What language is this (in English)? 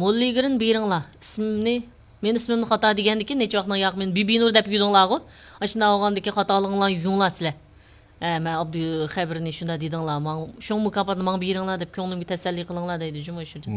Uyghur